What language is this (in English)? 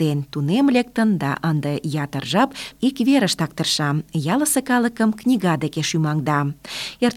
Mari